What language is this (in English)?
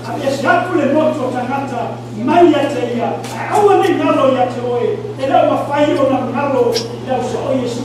Samoan